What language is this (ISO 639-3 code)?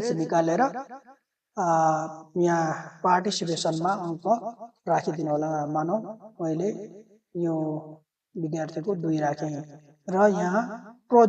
nep